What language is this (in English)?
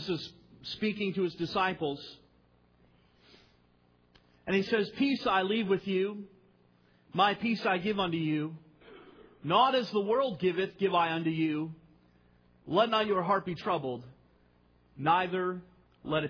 English